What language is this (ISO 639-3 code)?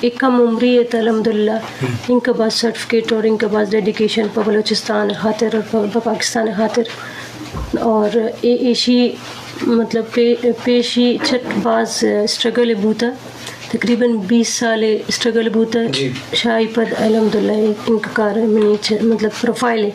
bgp